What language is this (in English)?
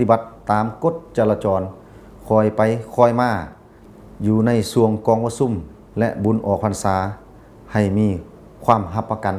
Lao